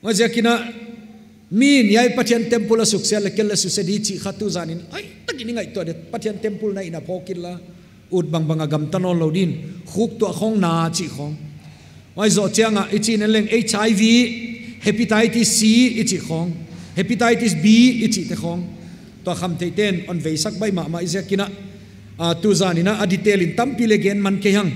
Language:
Paite Chin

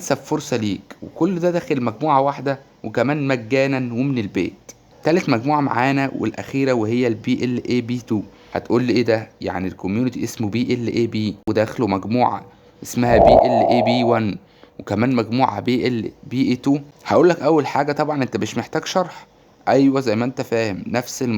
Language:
Egyptian Arabic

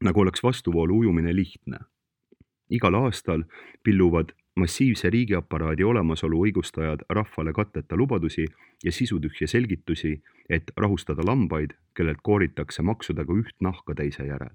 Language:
Estonian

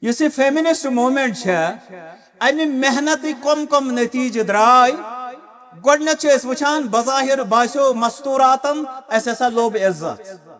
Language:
Kashmiri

